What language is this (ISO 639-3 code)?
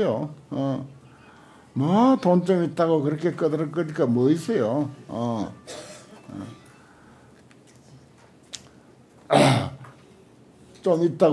kor